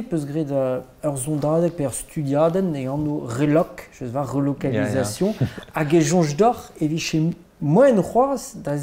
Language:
Breton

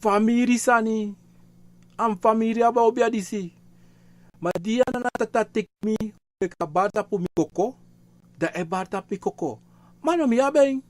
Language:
Sranan Tongo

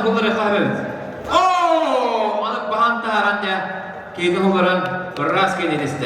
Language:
Yakut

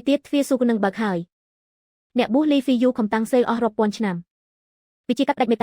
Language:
Khmer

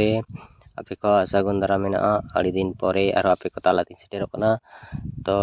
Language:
Santali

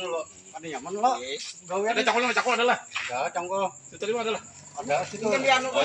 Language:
Banjar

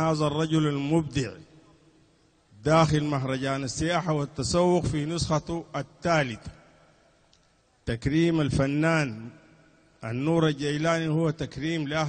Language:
Arabic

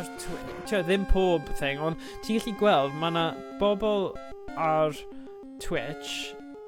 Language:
Welsh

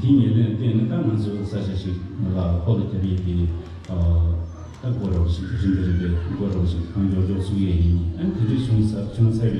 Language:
Tibetan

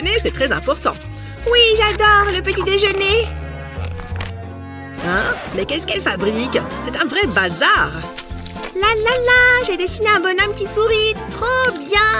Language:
French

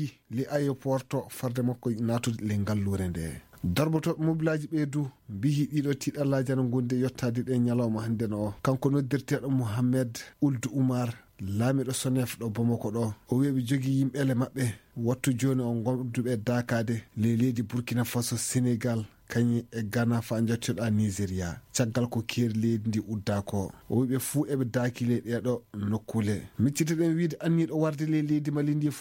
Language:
Fula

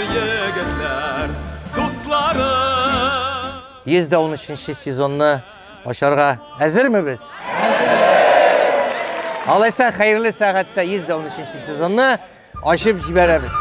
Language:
Tatar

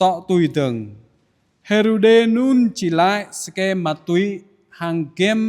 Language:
Jarai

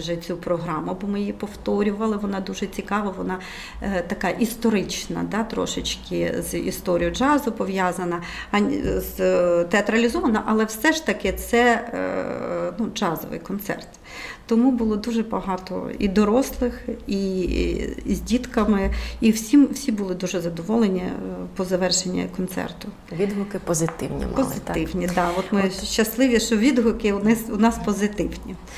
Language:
Ukrainian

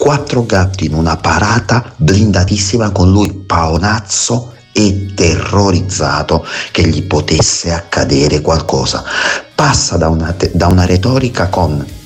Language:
Italian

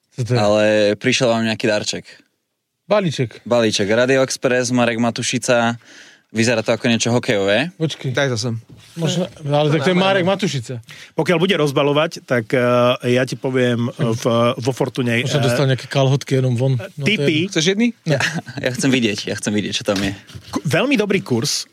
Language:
Slovak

